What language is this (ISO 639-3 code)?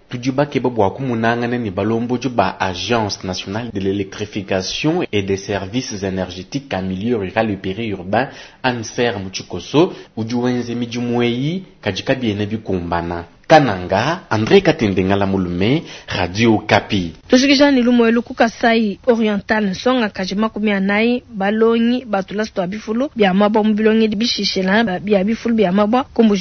lua